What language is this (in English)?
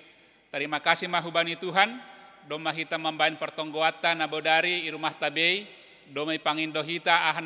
Batak Simalungun